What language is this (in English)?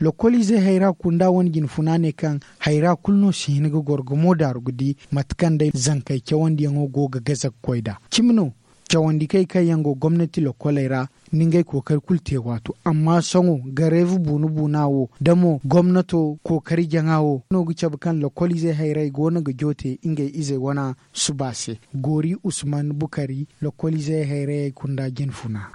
Zarma